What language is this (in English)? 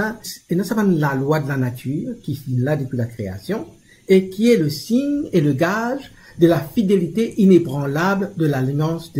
Morisyen